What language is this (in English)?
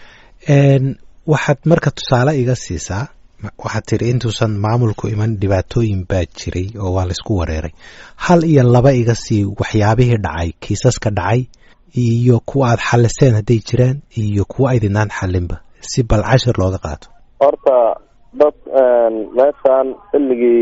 Somali